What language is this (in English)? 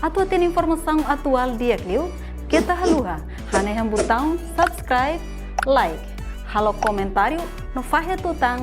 Tetum